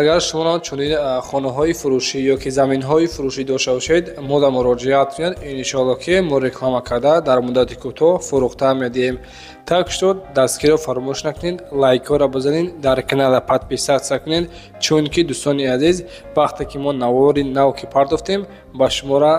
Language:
Tajik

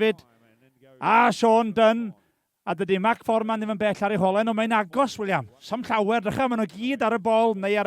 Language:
Welsh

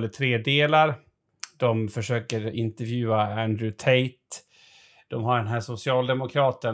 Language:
Swedish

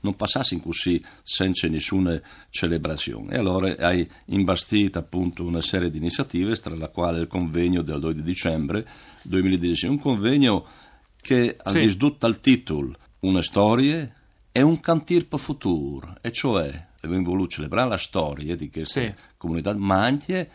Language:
Friulian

